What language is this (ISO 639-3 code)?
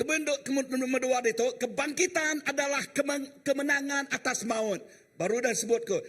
iba